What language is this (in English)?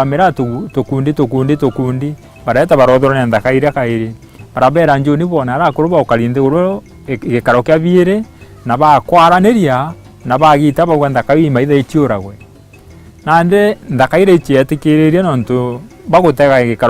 Meru